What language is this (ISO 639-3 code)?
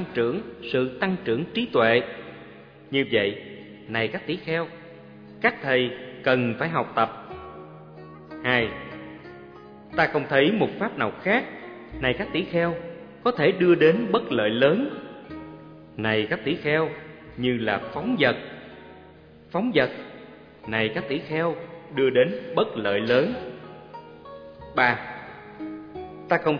vie